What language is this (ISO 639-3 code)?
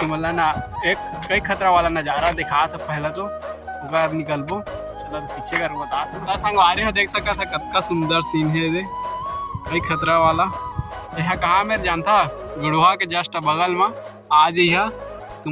hne